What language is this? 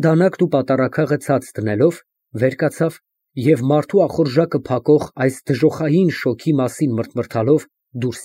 Armenian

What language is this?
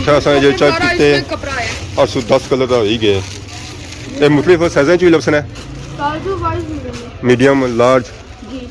Pahari-Potwari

